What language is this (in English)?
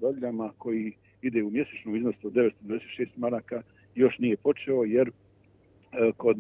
Bosnian